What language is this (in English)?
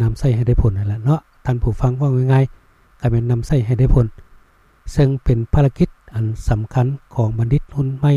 Lao